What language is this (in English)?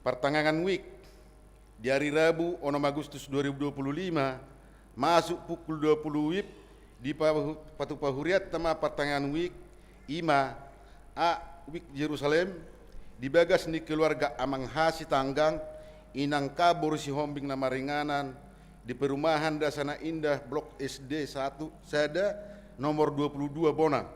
Batak Toba